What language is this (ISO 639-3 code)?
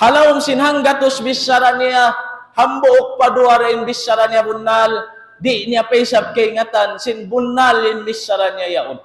tsg